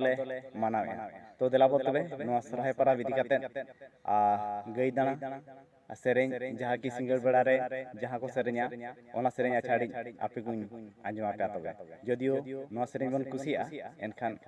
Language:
Santali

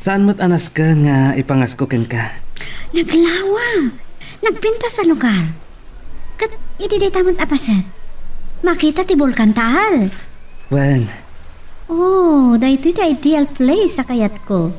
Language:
Iloko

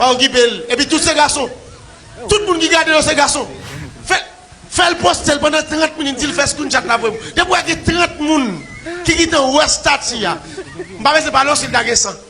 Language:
Haitian Creole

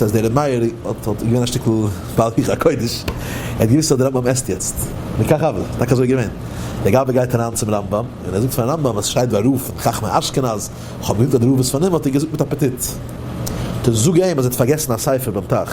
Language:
Yiddish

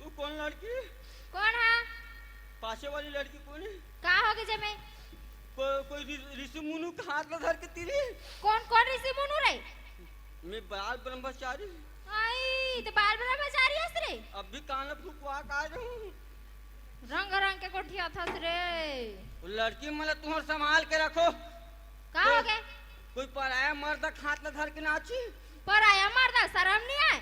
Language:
Chhattisgarhi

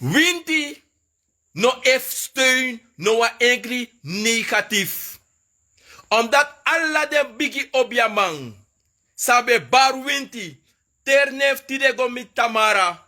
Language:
Sranan Tongo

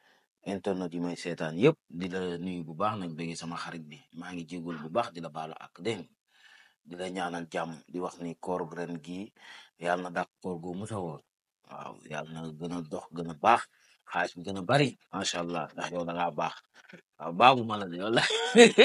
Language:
Wolof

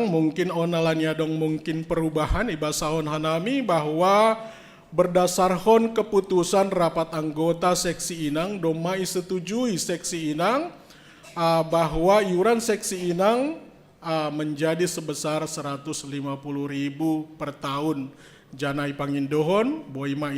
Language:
Batak Simalungun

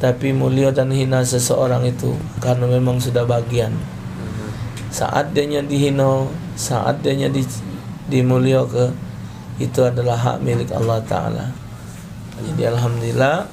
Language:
Musi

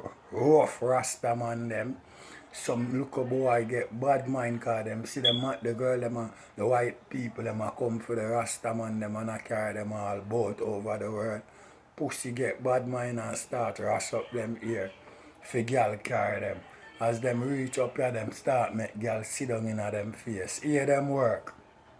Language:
Jamaican Creole English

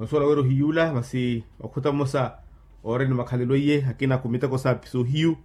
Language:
Makhuwa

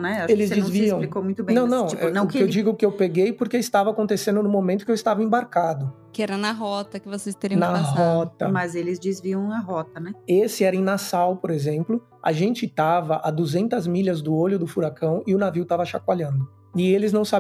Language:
Portuguese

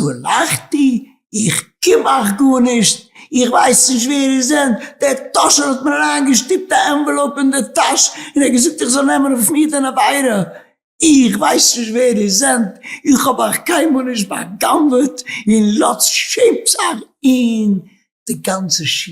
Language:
Yiddish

